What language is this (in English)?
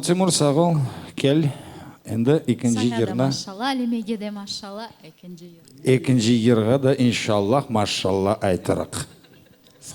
Crimean Tatar